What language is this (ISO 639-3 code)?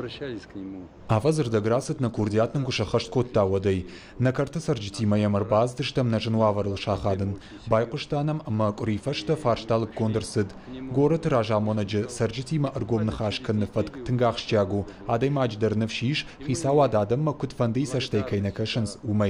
oss